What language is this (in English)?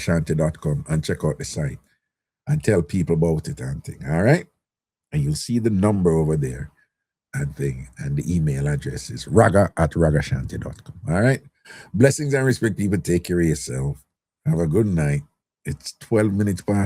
Jamaican Creole English